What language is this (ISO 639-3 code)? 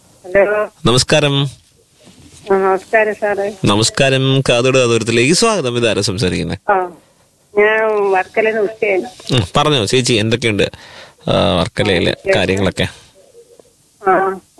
mal